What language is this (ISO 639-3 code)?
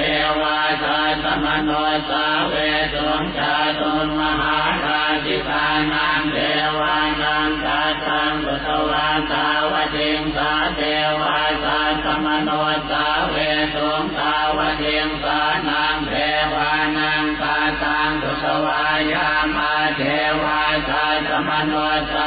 pli